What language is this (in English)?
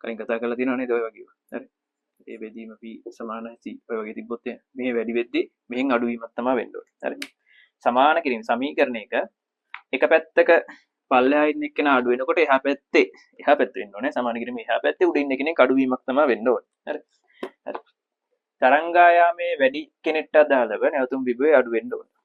Sinhala